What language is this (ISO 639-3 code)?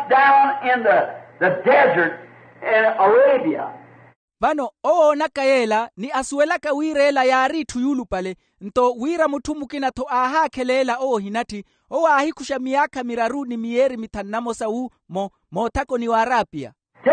vmw